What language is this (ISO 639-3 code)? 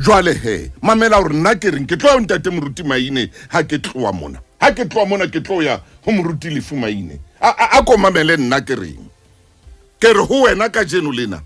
sot